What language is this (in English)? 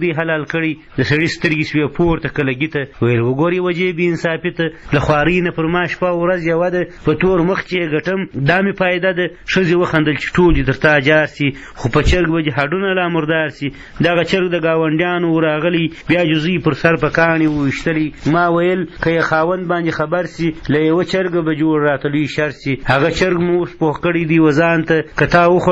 Pashto